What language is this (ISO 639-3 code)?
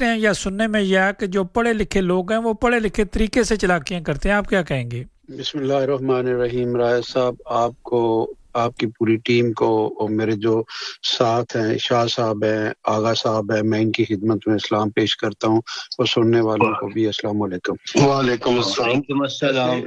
urd